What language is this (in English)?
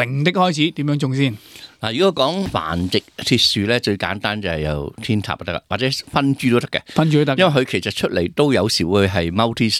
Cantonese